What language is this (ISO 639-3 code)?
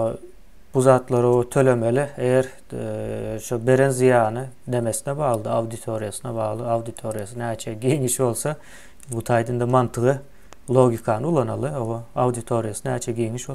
tuk